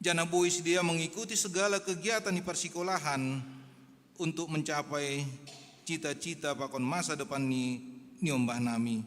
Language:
Batak Simalungun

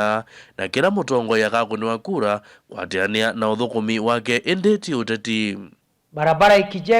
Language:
Kamba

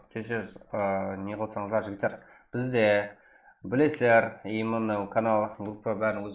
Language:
Kara-Kalpak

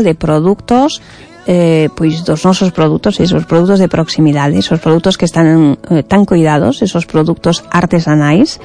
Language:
Galician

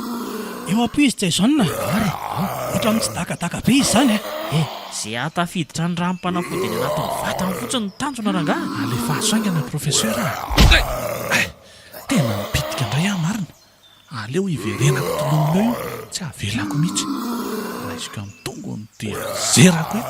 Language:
Malagasy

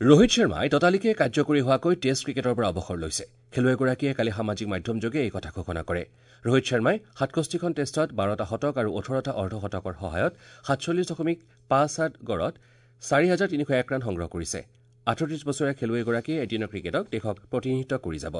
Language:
Assamese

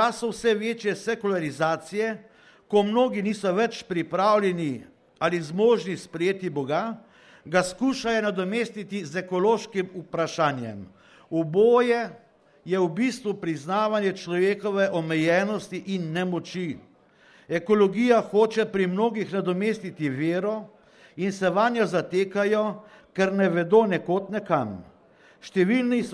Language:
Slovenian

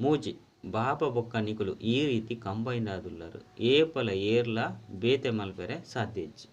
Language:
Tulu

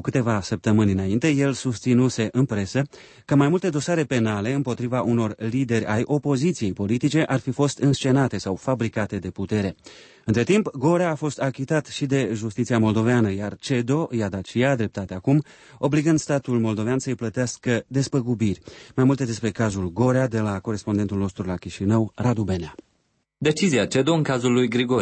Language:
Romanian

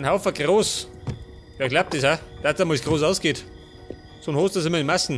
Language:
Bavarian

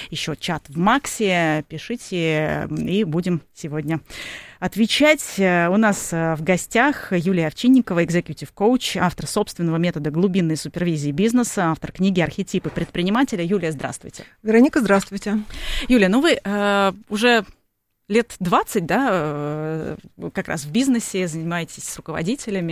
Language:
Russian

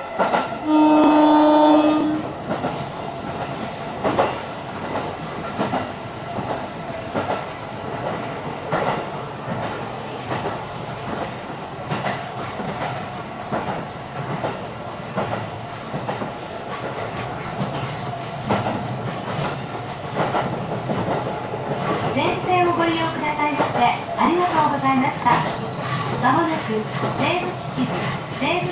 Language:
Japanese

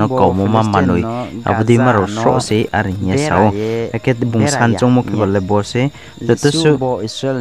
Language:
Riang (India)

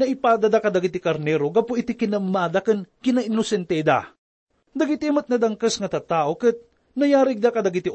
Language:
Iloko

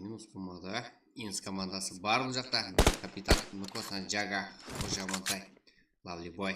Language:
Kara-Kalpak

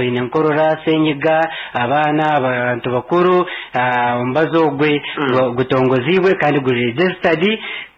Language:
Nyankole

